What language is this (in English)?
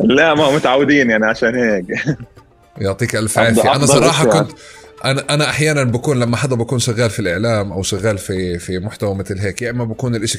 North Levantine Arabic